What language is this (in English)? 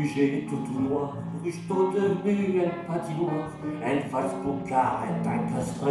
Picard